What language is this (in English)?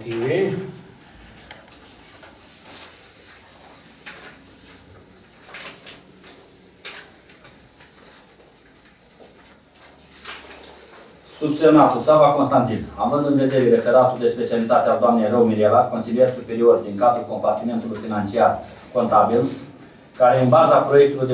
Romanian